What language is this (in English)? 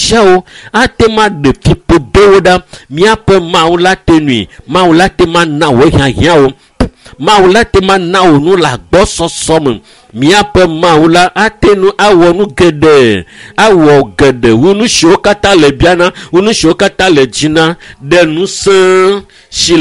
Ewe